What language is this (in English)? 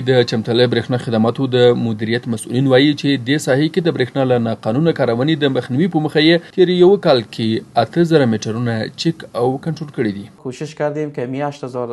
Pashto